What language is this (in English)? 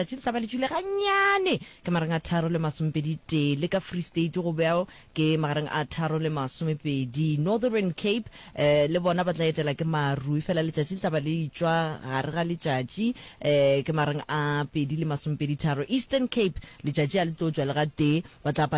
Northern Sotho